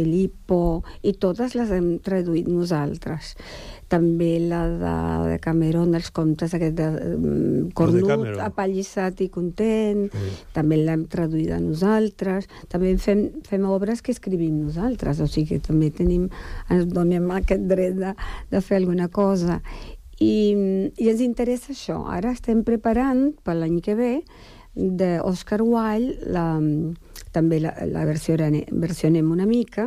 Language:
Catalan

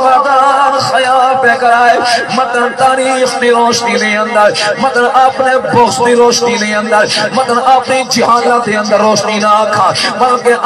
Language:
Saraiki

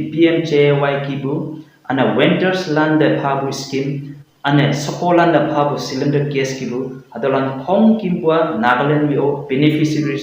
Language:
Konyak Naga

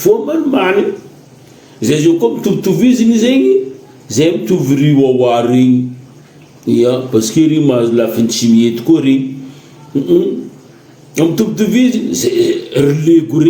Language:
Malagasy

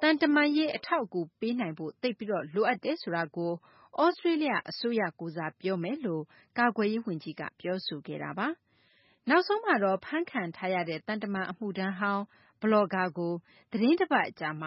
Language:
Burmese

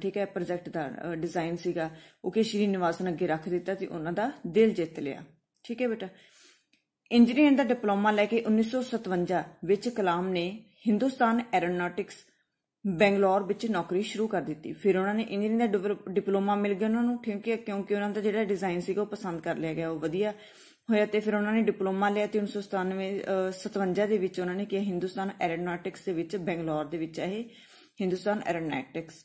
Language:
Punjabi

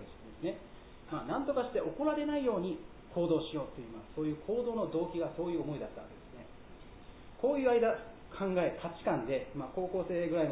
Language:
Japanese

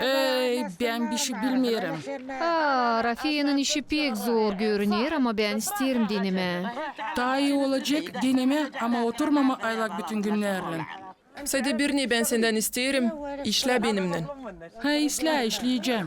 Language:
Gagauz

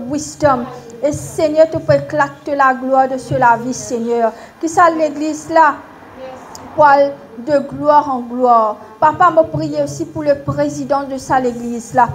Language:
Morisyen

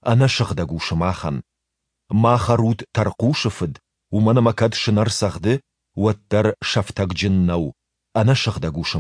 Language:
Ossetic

